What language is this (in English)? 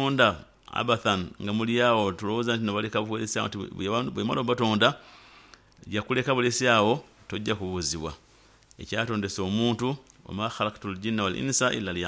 Nyoro